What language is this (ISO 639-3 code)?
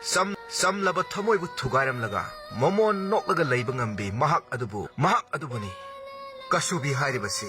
mni